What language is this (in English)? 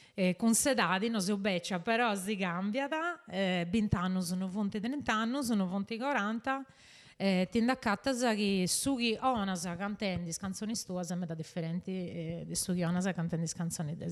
Sardinian